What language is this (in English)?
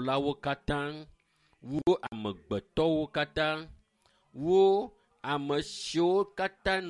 Ewe